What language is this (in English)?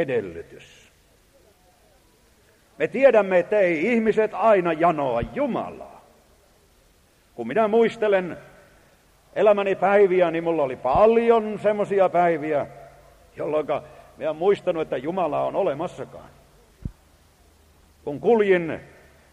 Finnish